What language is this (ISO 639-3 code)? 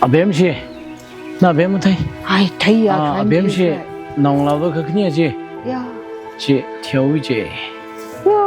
nmf